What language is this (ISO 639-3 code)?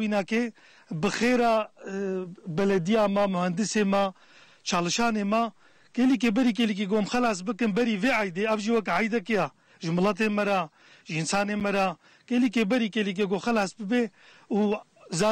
kur